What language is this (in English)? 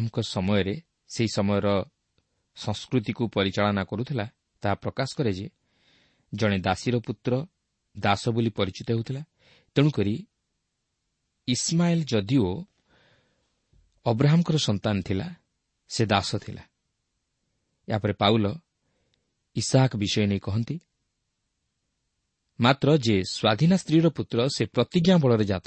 Odia